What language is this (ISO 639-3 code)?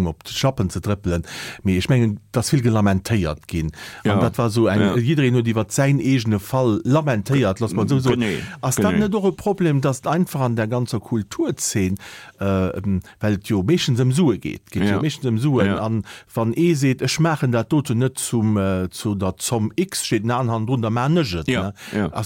ltz